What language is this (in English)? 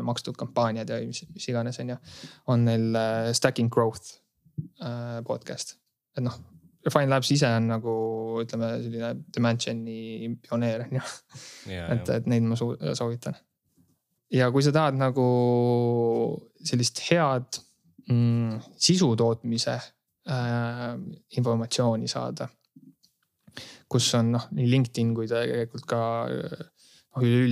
Estonian